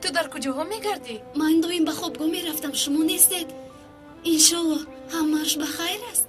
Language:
Tajik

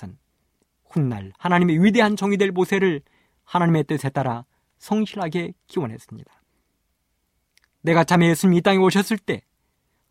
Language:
Korean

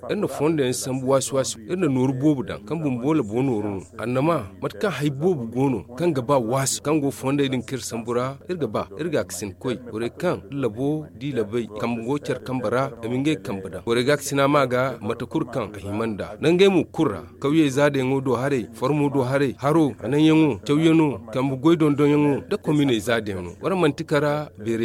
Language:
Zarma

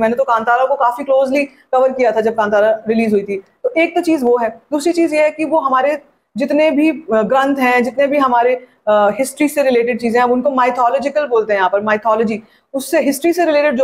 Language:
Hindi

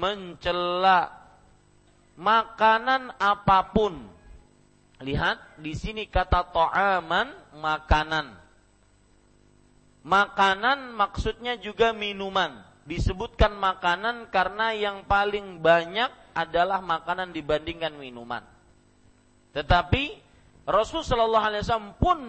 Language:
Indonesian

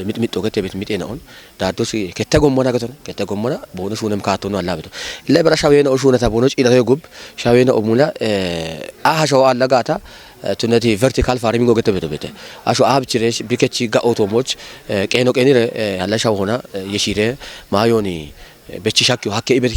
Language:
Kafa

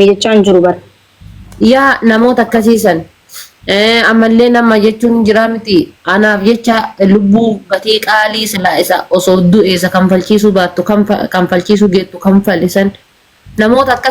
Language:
Oromo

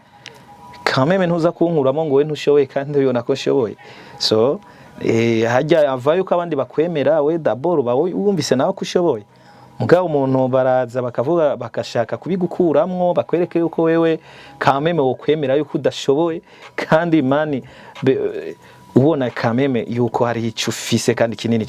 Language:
Rundi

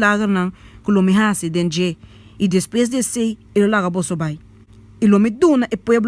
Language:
Papiamento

